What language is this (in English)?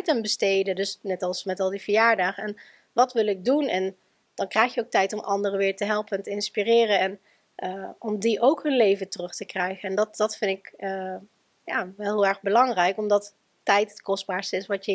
Dutch